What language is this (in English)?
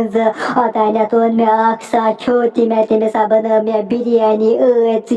Kashmiri